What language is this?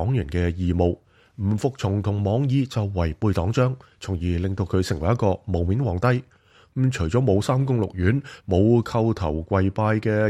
Cantonese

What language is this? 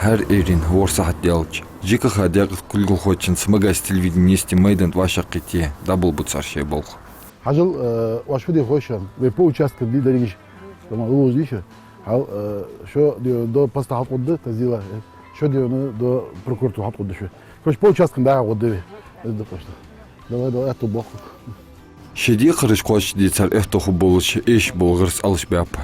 Ingush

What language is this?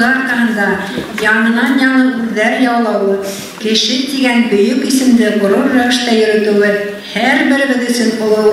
Bashkir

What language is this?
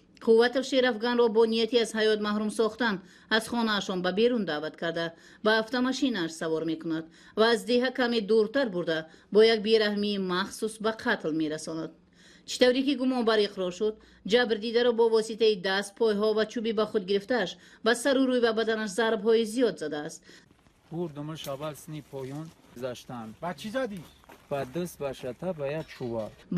Tajik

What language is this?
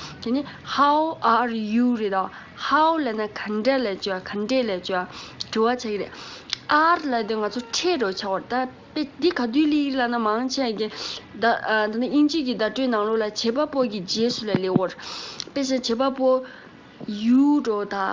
Tibetan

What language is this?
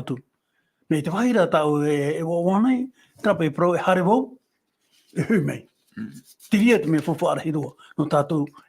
Tahitian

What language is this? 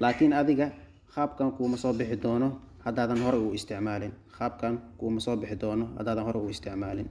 Somali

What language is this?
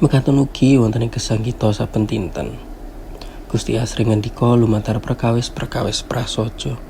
Javanese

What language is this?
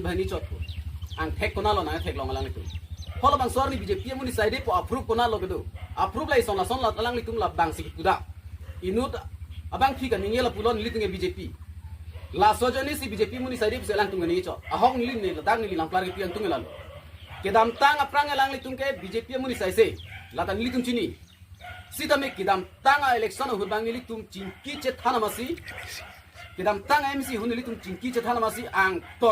Karbi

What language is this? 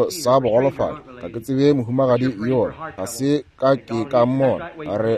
Northern Sotho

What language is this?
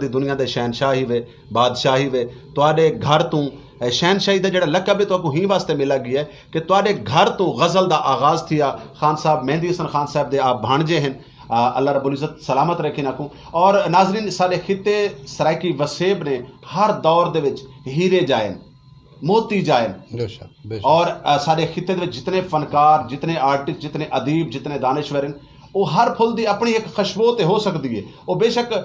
Saraiki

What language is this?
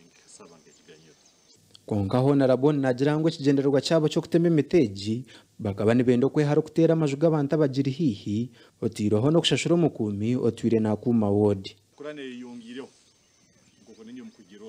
Nyankole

